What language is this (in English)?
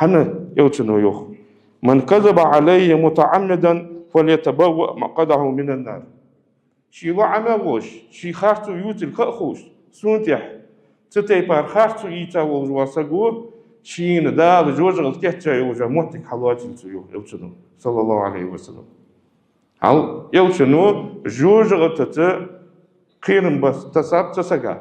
Ingush